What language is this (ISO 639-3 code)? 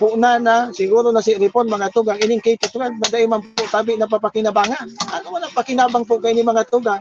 bik